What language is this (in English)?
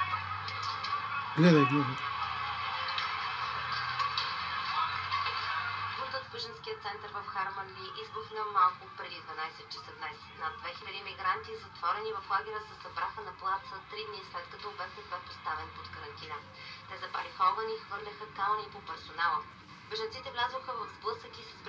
Bulgarian